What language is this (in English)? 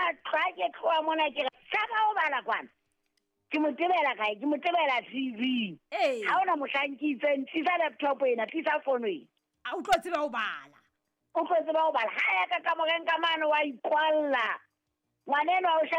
Southern Sotho